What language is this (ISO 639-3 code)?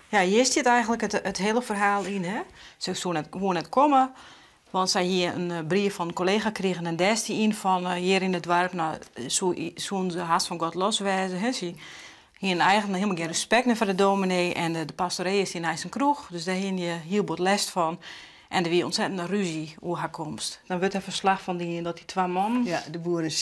fry